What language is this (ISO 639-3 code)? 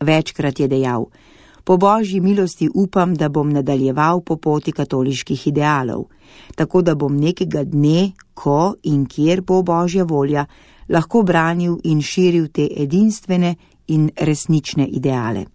slv